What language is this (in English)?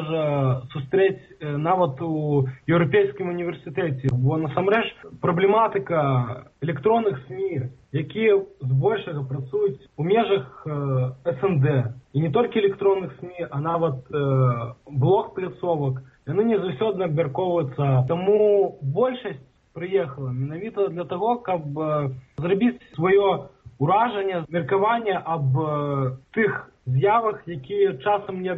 Belarusian